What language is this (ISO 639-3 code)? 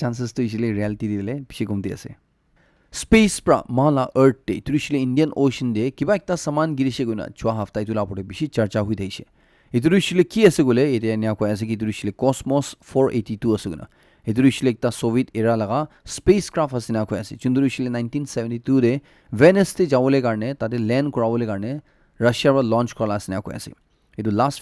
nag